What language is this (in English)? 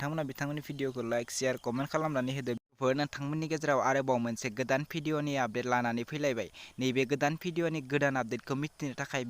Bodo